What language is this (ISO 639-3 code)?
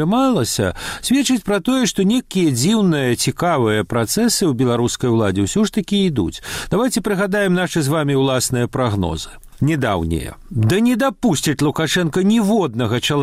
bel